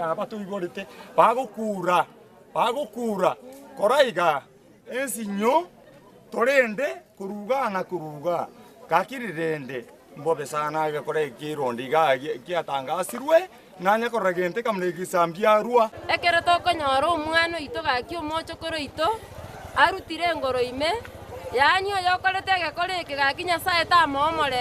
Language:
Gusii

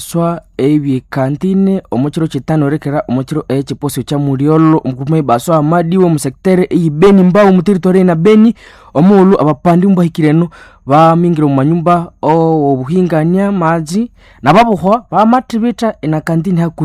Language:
Nande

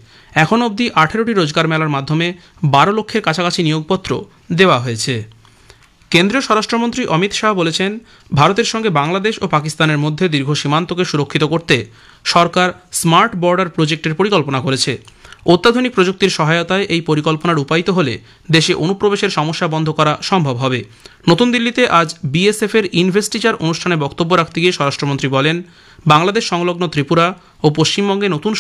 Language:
Bangla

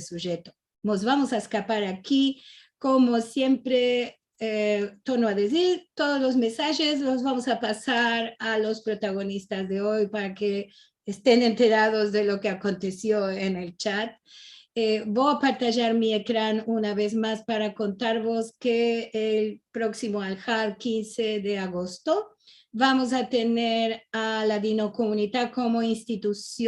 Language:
Ladino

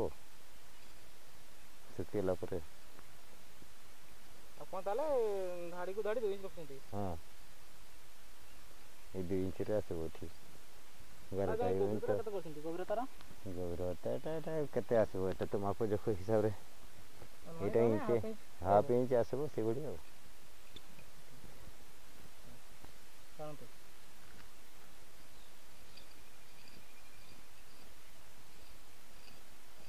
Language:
Odia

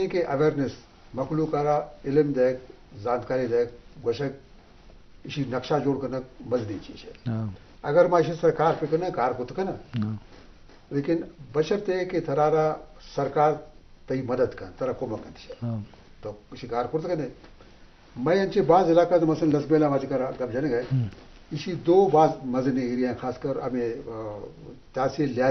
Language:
Eastern Balochi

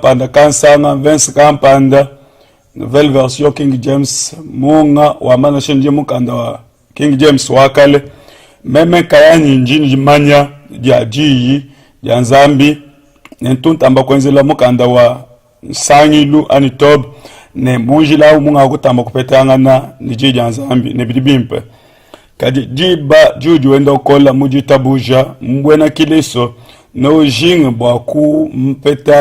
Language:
Luba-Lulua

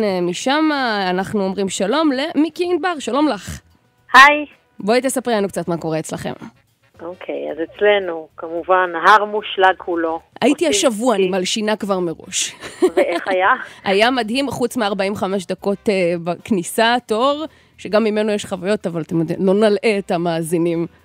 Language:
Hebrew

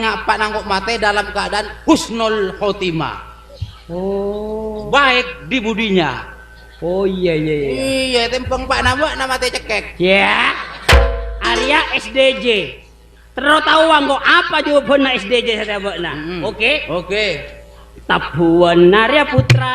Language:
Madurese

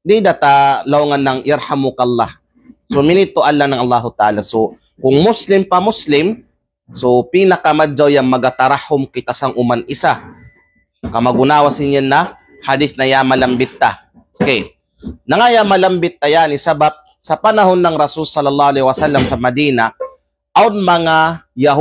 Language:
Kalagan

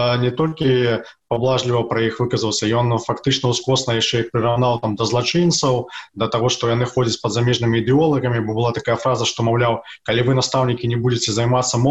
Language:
Belarusian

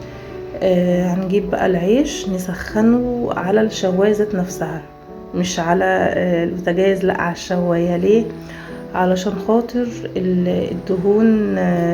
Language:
Egyptian Arabic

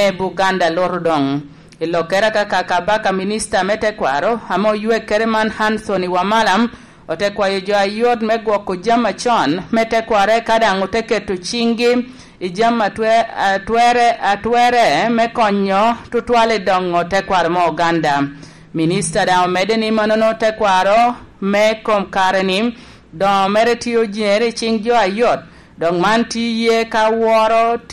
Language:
Lango (Uganda)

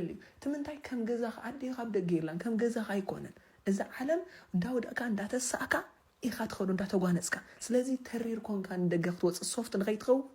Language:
Tigrinya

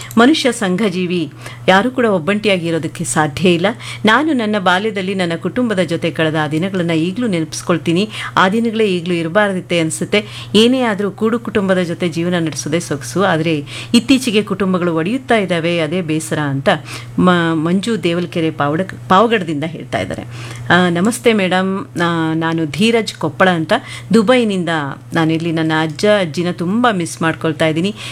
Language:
Kannada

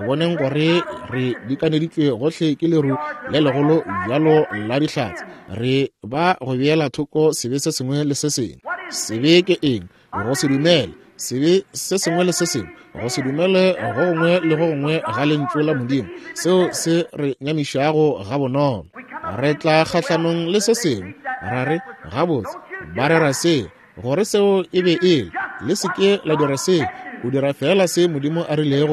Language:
Northern Sotho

